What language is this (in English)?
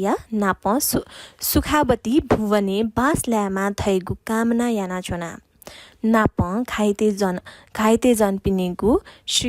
Newari